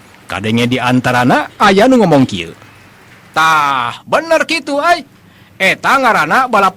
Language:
Sundanese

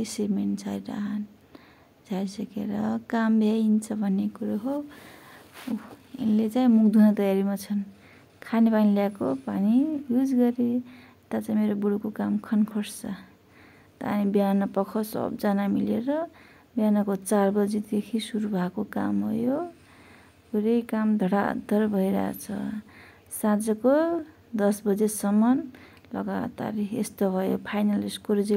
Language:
Nepali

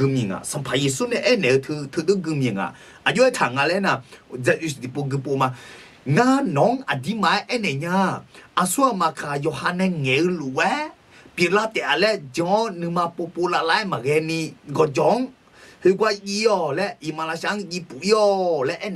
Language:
Akha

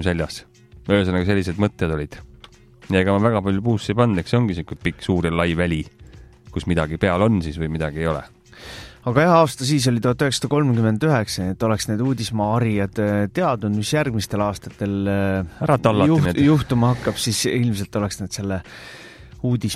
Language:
Estonian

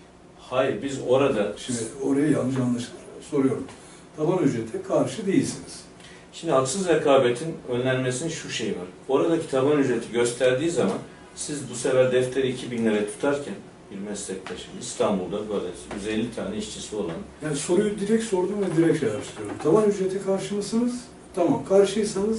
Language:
Turkish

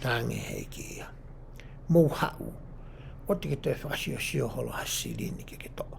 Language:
Tongan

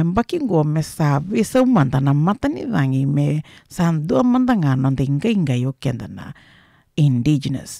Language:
Fijian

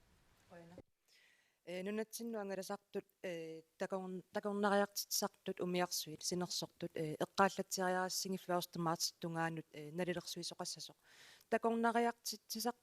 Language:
Kalaallisut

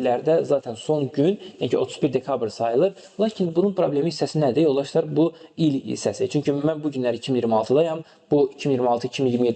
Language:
Azerbaijani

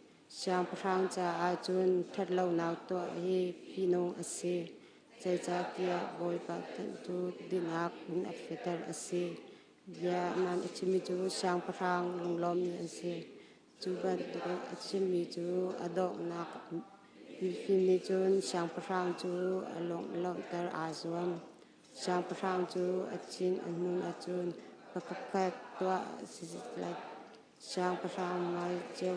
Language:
Hakha Chin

